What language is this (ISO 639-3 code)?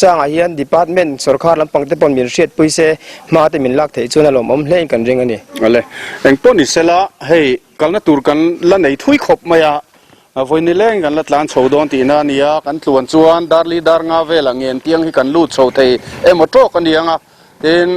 lus